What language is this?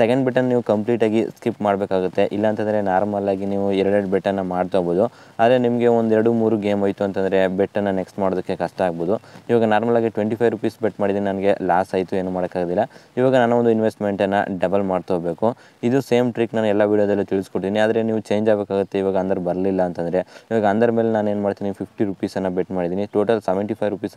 Kannada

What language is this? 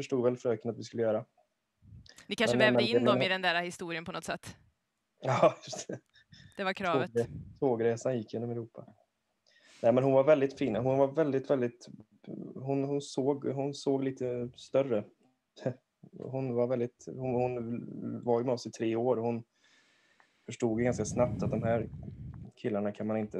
Swedish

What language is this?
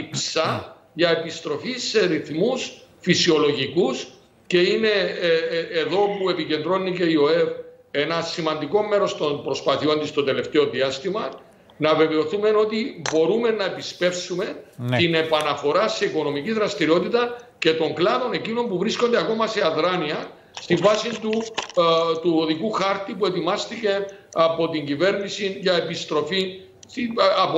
Greek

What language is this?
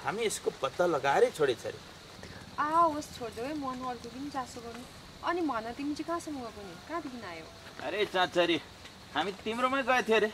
Nepali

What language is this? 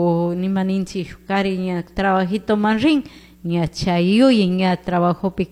Chimborazo Highland Quichua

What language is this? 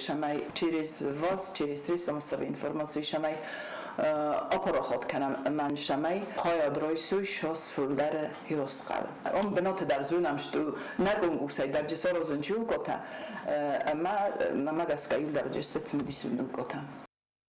Ossetic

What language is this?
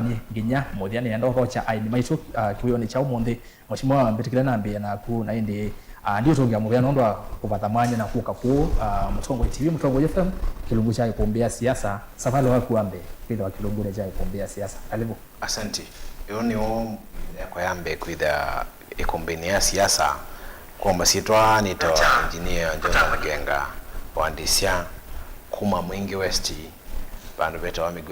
Kamba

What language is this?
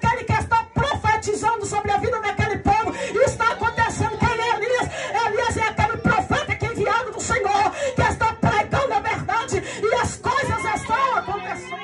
Portuguese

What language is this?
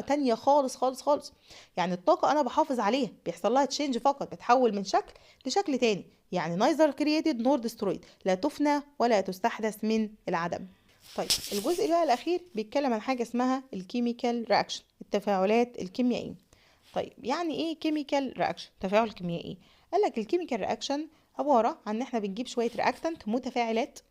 Egyptian Arabic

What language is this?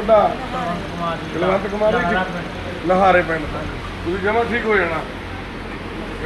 Punjabi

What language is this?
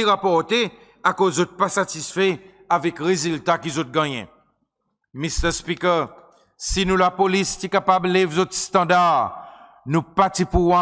Seselwa Creole French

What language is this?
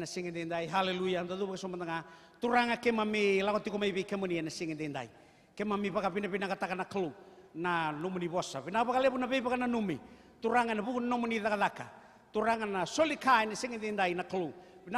Fijian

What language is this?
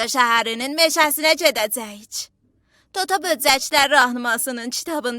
South Azerbaijani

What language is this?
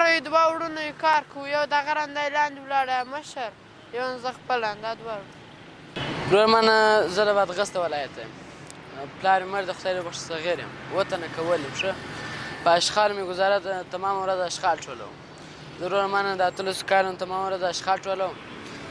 Pashto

